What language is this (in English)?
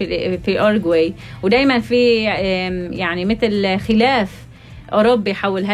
North Levantine Arabic